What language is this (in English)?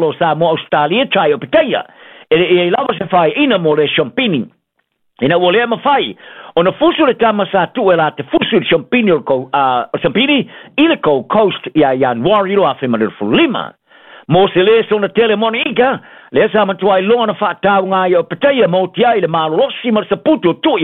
Samoan